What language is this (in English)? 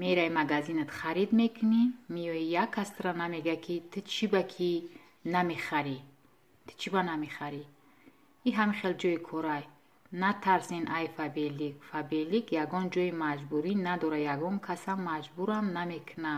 Tajik